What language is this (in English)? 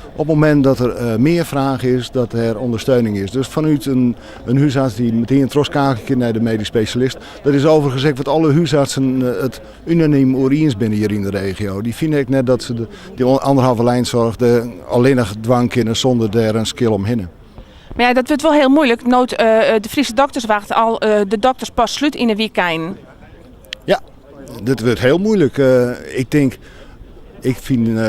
Western Frisian